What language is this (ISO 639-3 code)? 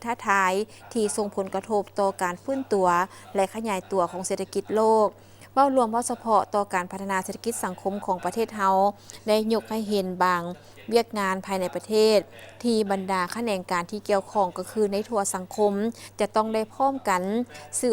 lao